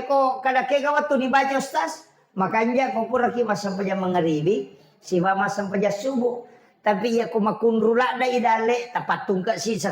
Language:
Buginese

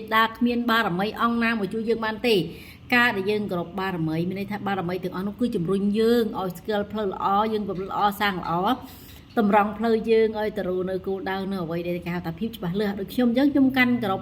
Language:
Khmer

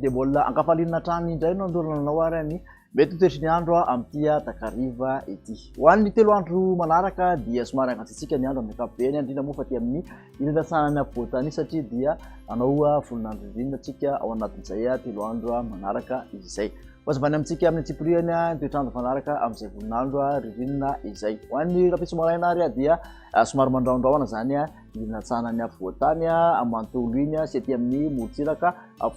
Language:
Malagasy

